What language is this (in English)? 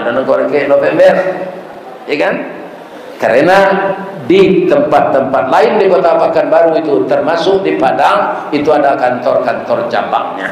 Minangkabau